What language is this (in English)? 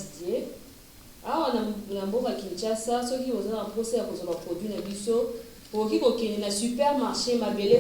Lingala